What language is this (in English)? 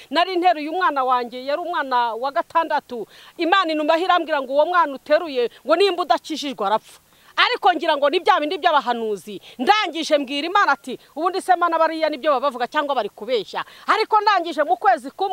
Kinyarwanda